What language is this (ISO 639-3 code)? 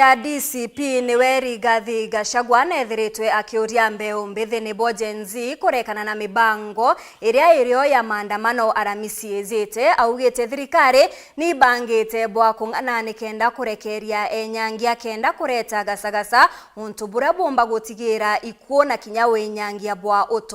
mer